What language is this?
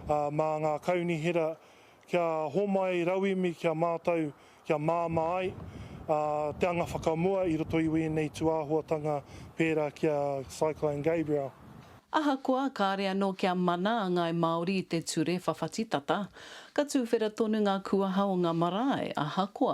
Māori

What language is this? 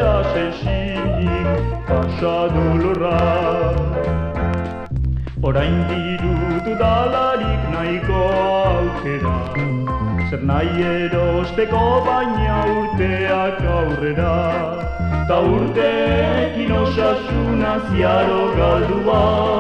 Basque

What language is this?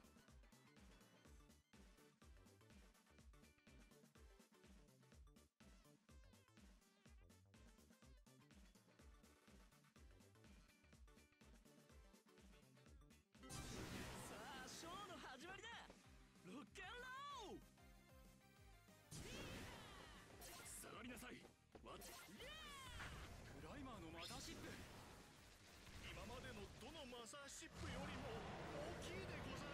Japanese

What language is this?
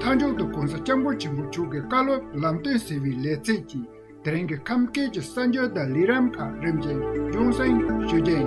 Khams Tibetan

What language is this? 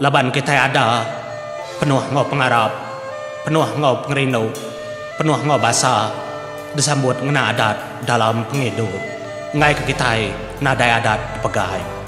Iban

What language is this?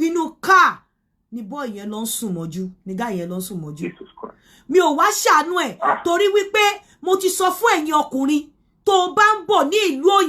Yoruba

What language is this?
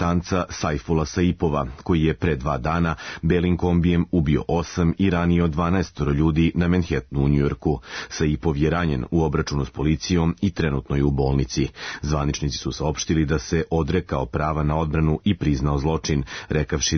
Serbian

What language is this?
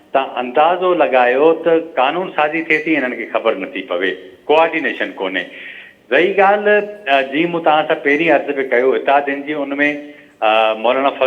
Sindhi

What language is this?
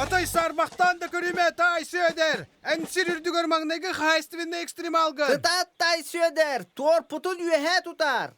Yakut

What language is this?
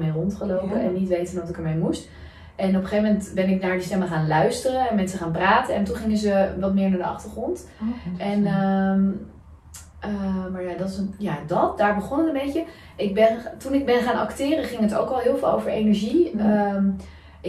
Dutch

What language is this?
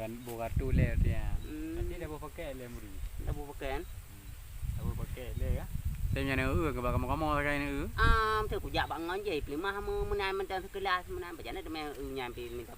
Achinese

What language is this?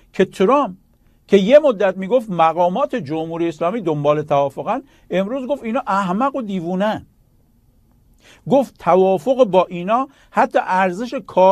Persian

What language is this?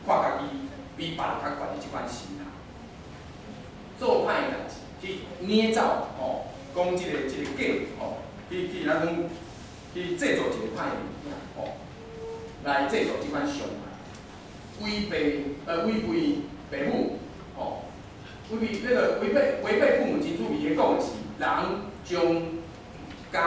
Min Nan Chinese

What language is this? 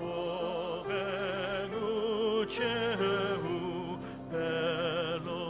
Sumi Naga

